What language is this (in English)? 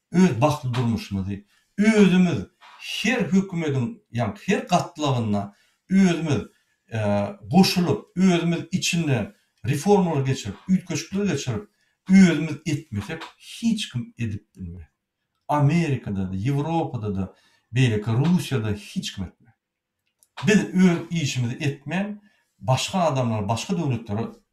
Turkmen